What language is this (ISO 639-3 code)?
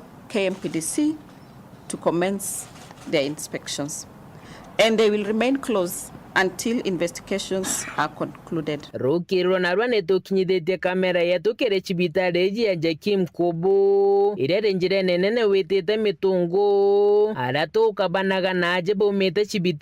mer